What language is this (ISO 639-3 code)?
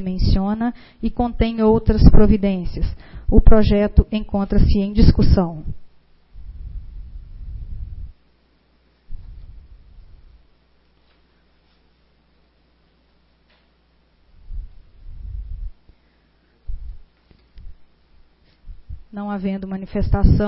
por